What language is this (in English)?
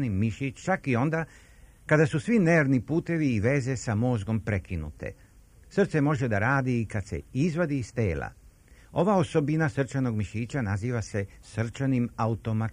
Serbian